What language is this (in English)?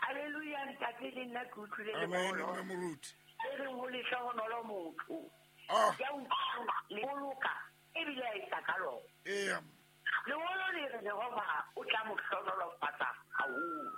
Southern Sotho